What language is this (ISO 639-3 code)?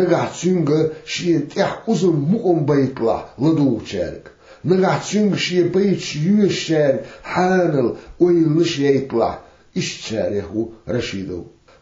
che